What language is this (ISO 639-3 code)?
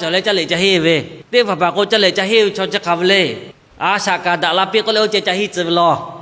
lhu